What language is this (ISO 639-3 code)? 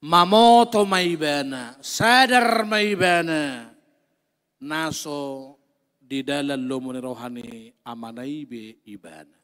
bbc